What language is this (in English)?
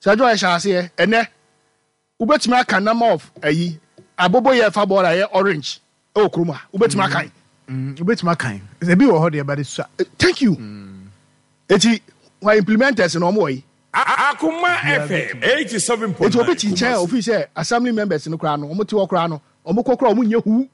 Akan